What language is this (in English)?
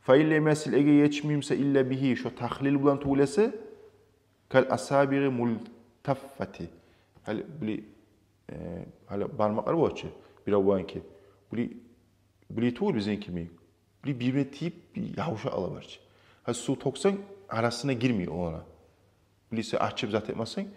Kumyk